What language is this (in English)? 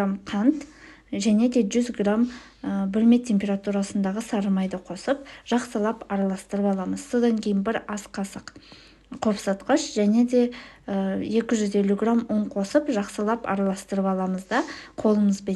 Kazakh